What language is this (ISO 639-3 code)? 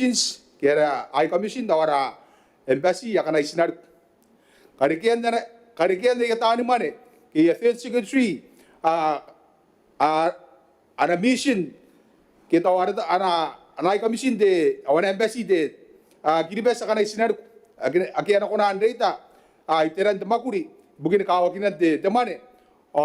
gil